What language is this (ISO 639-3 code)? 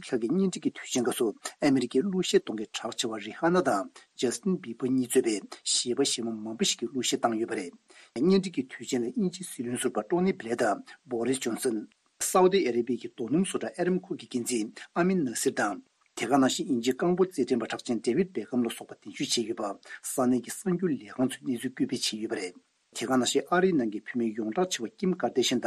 bod